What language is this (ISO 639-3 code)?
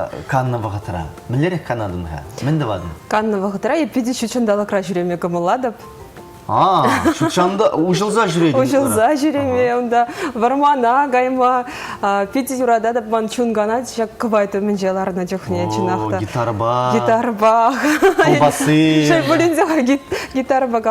chv